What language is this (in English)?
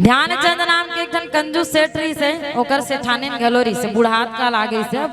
Chhattisgarhi